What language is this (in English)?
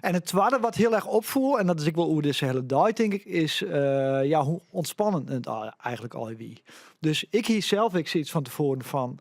Western Frisian